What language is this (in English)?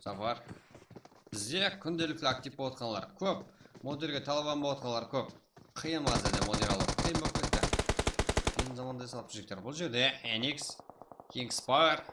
Kara-Kalpak